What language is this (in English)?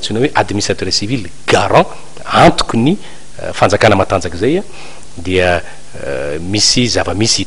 Malagasy